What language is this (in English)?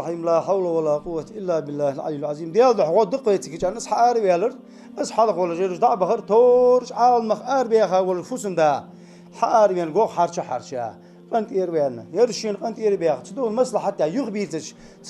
Ingush